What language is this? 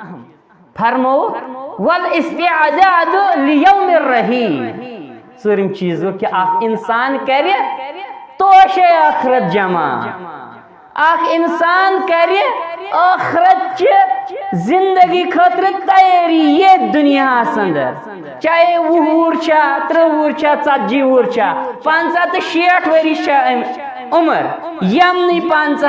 Kashmiri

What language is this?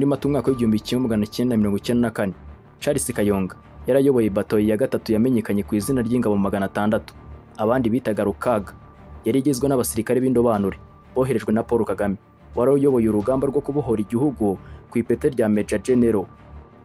Kinyarwanda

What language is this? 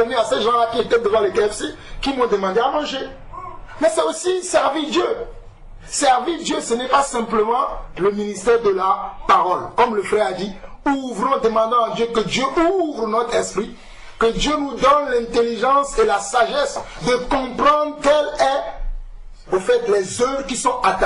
French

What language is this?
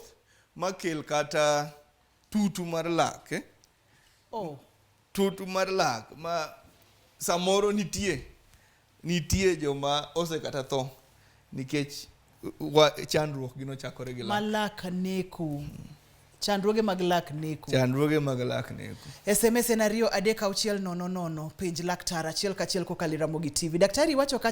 Luo (Kenya and Tanzania)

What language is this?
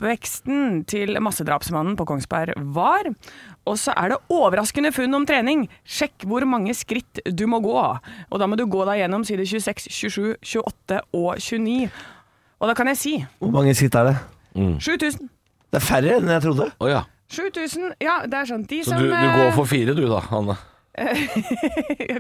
Norwegian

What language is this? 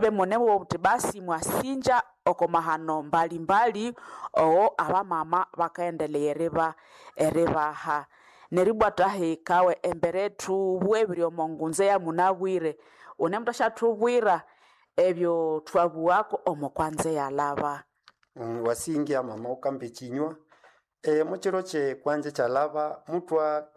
Nande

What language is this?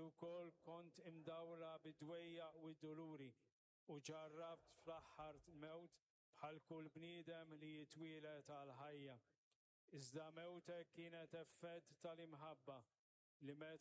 Maltese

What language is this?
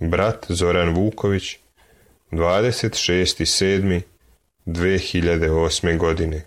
Serbian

